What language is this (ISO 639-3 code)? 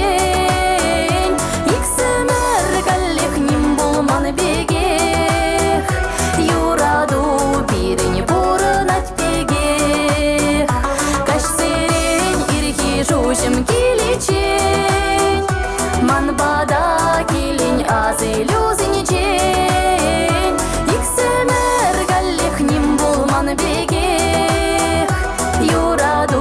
chv